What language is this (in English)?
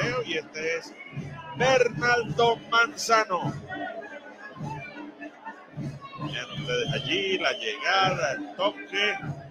Spanish